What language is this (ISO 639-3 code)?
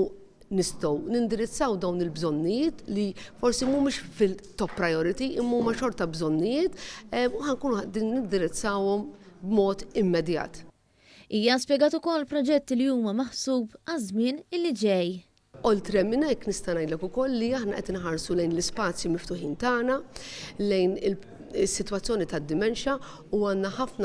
mlt